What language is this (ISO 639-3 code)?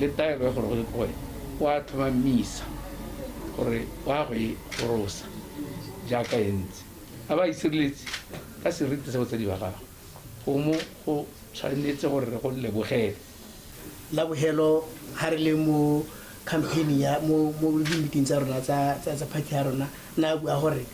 tsn